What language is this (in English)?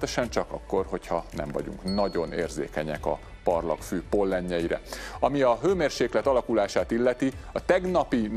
Hungarian